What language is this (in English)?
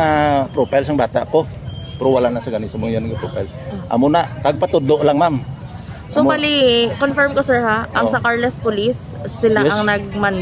Hiligaynon